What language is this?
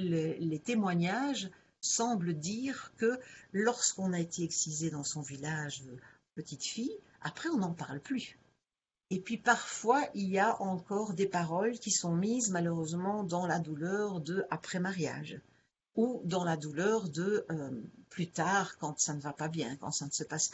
French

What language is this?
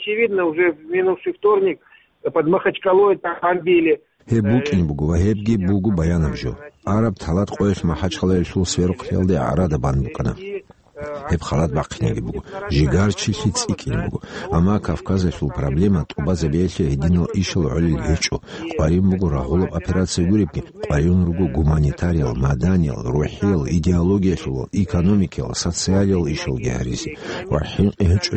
Avaric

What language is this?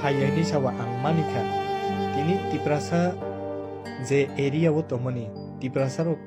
Kok Borok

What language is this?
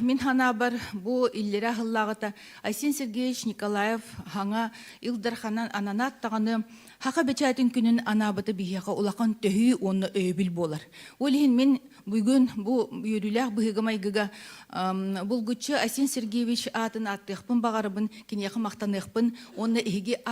Yakut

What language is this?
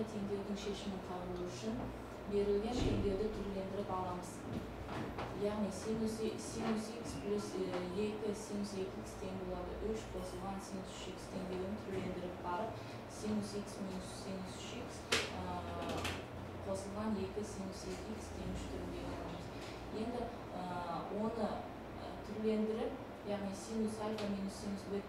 Kazakh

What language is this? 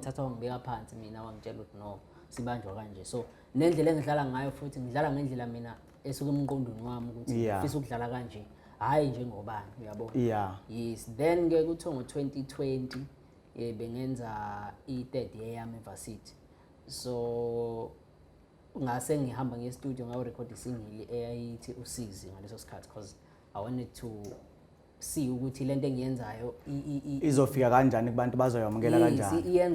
Zulu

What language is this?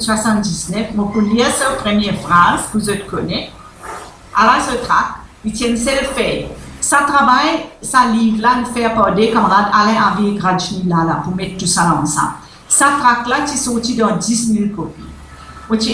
Morisyen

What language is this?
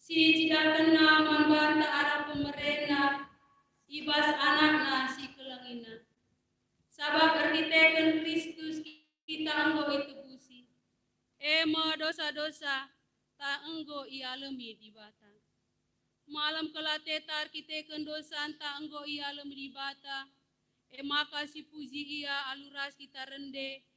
Batak Karo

